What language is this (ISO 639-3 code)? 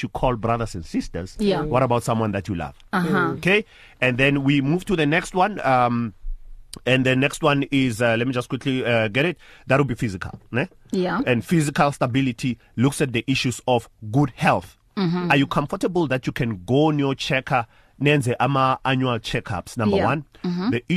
eng